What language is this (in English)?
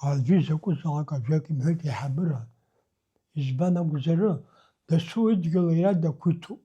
Abkhazian